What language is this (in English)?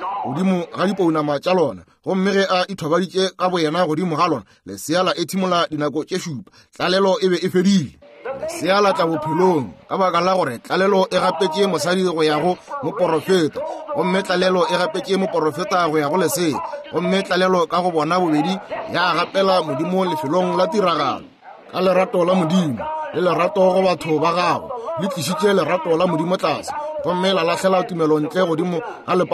Northern Sotho